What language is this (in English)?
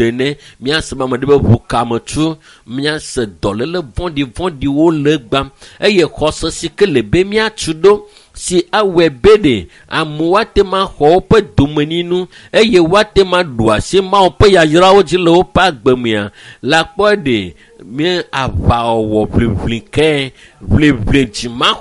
Ewe